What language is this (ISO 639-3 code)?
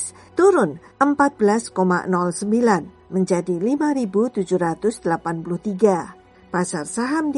ind